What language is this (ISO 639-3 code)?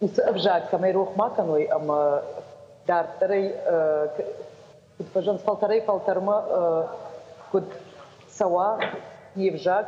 oss